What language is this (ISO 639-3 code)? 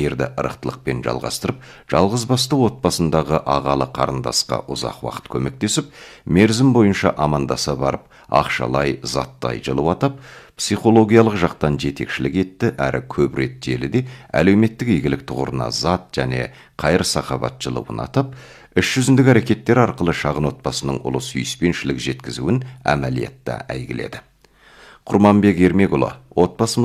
kaz